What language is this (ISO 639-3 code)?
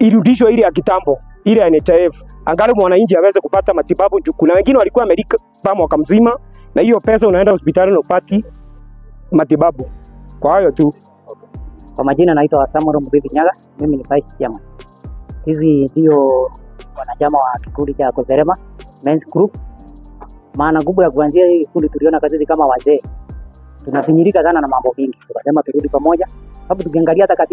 swa